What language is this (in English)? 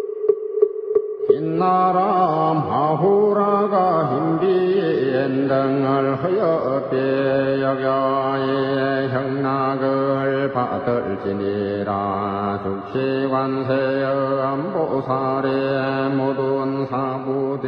Korean